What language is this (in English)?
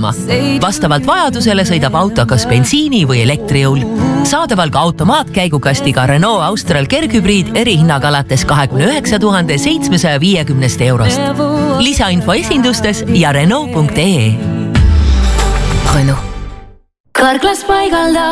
Estonian